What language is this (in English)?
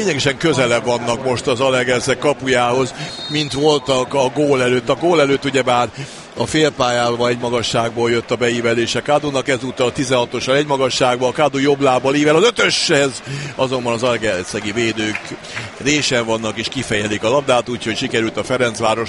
Hungarian